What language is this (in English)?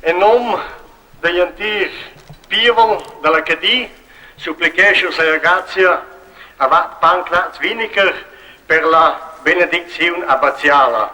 Romansh